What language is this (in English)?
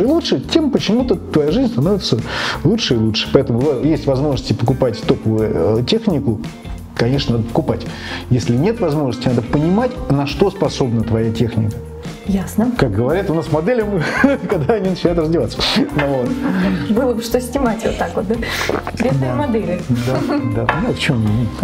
Russian